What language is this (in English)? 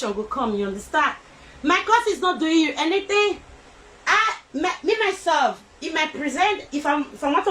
Nigerian Pidgin